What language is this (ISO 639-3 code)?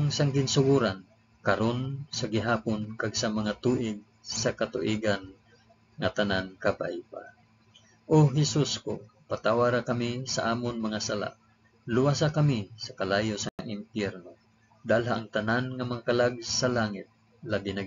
hil